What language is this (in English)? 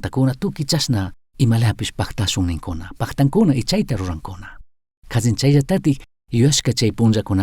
Chimborazo Highland Quichua